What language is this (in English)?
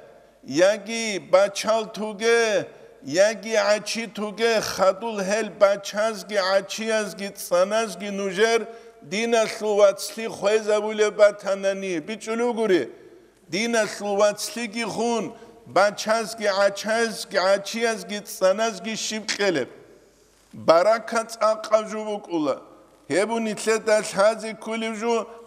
Avaric